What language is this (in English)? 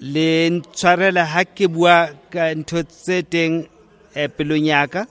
Southern Sotho